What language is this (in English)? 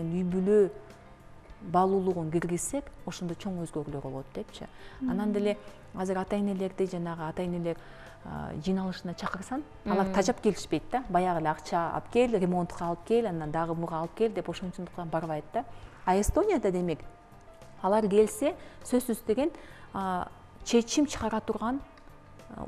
Kyrgyz